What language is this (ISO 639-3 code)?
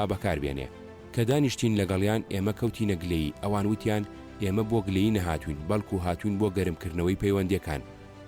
ckb